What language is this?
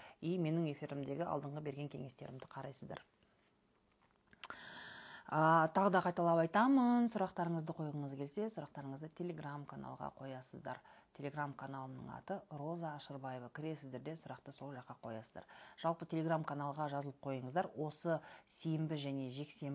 Kazakh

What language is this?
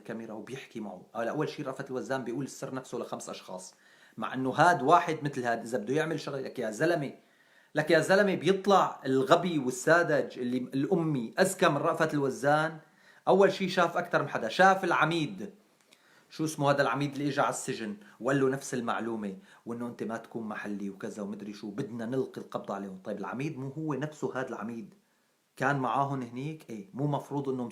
North Levantine Arabic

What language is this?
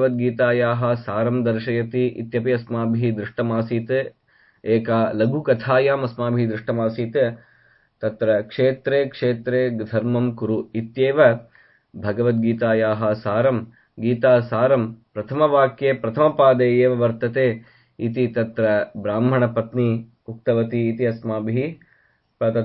Sanskrit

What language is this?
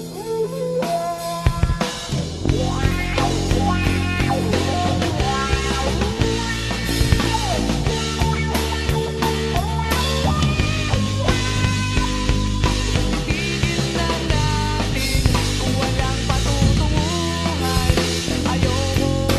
Filipino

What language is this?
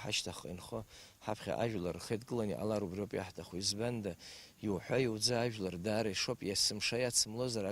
Abkhazian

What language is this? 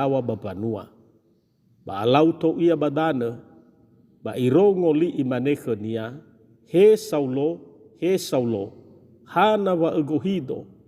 Nias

